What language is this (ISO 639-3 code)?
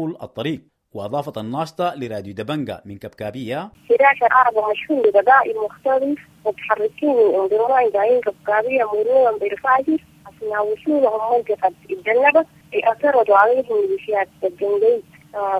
apd